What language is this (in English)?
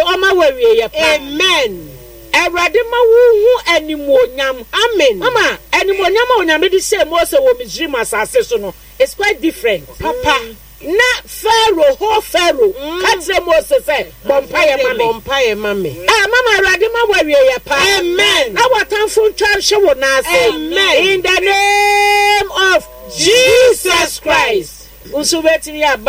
Akan